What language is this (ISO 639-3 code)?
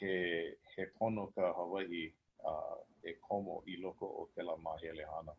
haw